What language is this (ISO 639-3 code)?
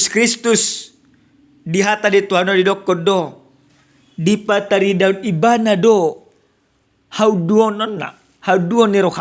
bbc